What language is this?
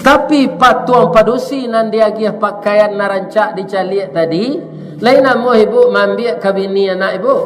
Minangkabau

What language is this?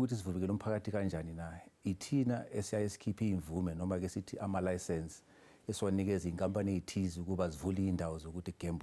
Zulu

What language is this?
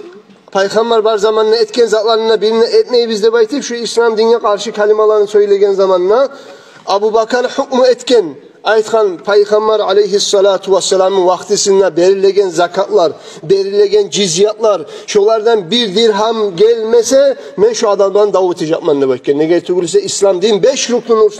Kumyk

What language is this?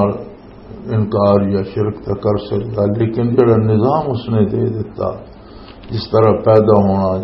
Western Panjabi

